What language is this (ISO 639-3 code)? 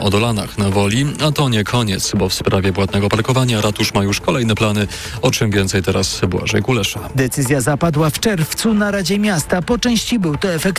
pol